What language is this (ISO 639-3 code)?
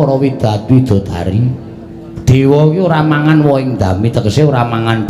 jav